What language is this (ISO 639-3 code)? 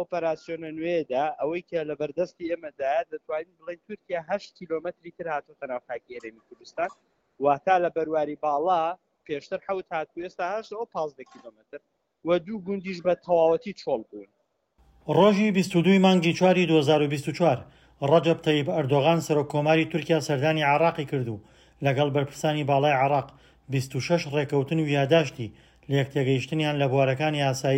ckb